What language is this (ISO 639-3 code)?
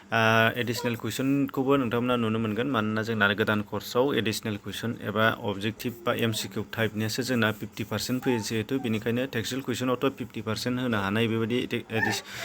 brx